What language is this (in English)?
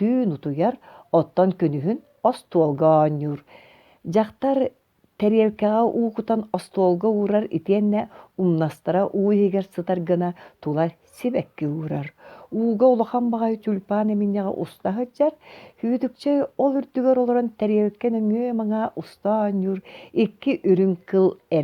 Yakut